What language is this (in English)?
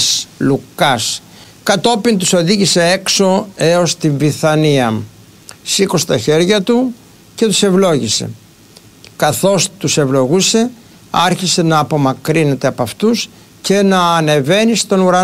Greek